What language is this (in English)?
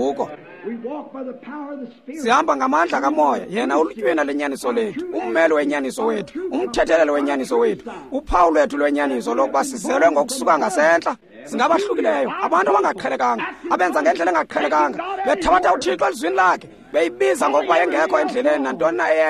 Xhosa